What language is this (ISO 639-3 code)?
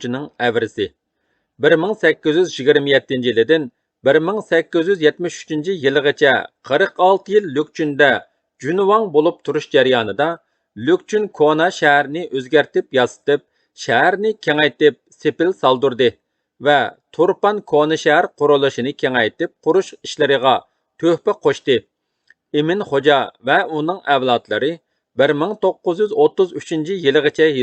uig